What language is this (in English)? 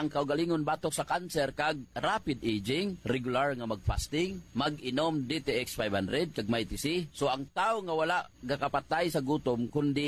Hiligaynon